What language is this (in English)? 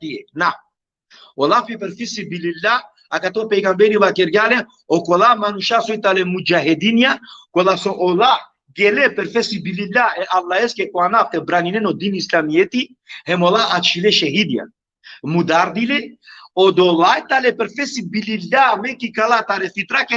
Balkan Romani